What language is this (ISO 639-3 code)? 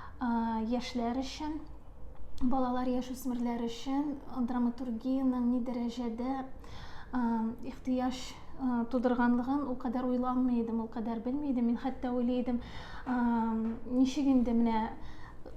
tat